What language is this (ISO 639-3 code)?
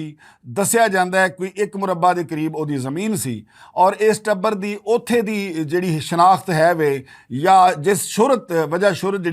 lah